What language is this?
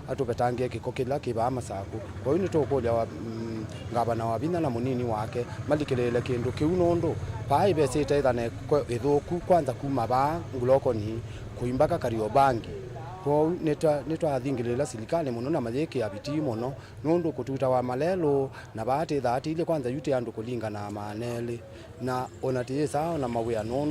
Kamba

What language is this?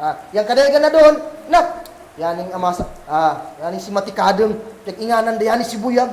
Kagan Kalagan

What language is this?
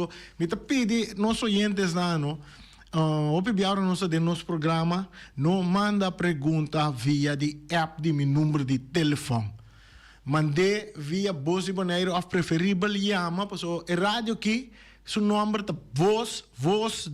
Papiamento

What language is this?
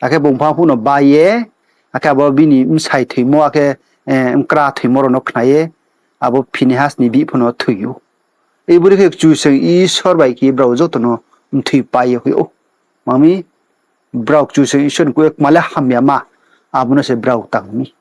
Riang (India)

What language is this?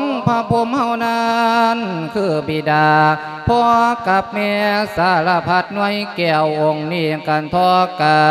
Lao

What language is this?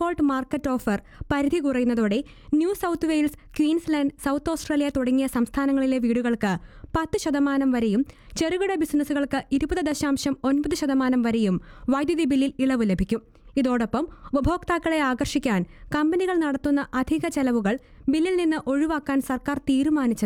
Malayalam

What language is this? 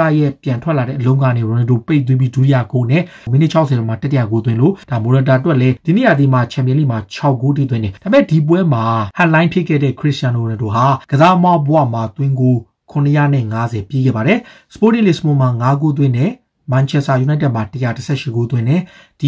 Burmese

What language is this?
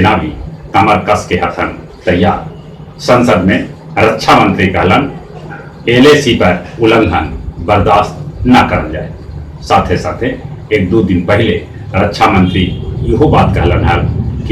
Magahi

